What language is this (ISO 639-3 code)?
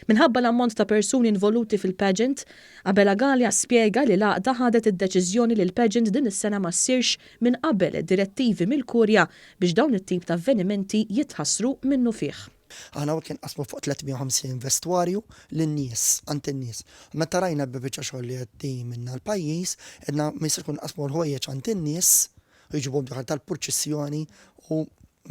mlt